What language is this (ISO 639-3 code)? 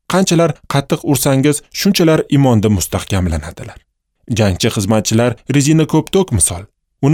uzb